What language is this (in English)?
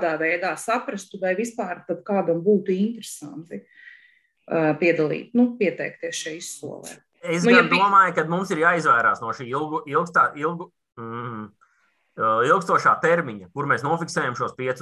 Latvian